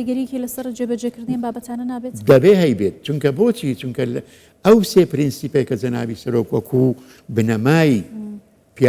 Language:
Central Kurdish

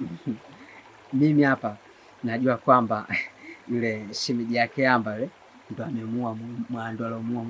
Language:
Swahili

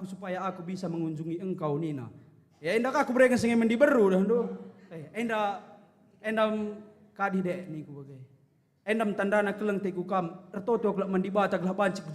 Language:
Batak Karo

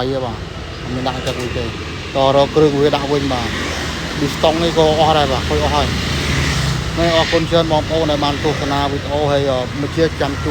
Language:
Khmer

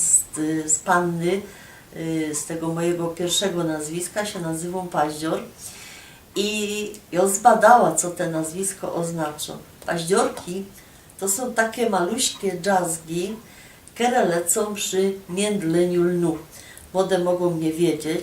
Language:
Silesian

